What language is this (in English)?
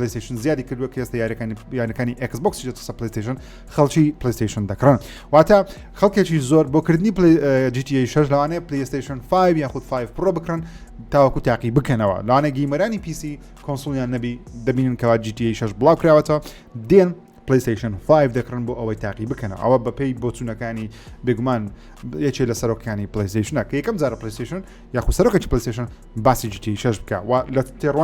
Central Kurdish